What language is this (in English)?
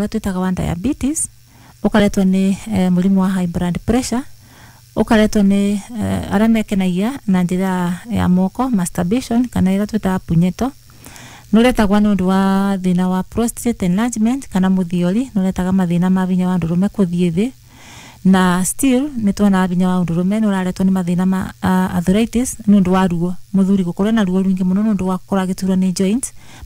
Kikuyu